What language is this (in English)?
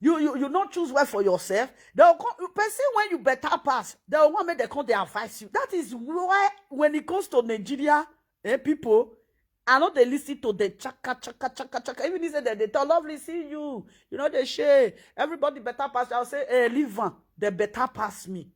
Nigerian Pidgin